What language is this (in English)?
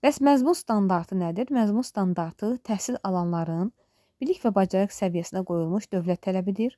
Azerbaijani